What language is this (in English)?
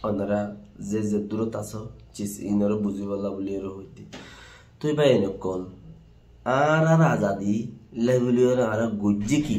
Rohingya